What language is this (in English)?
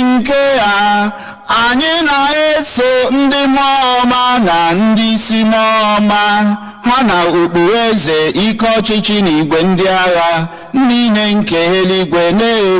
Igbo